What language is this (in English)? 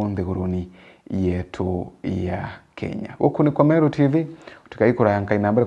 Meru